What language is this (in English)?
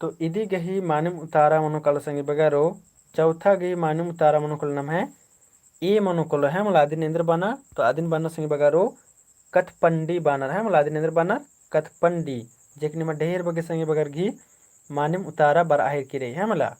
Kurukh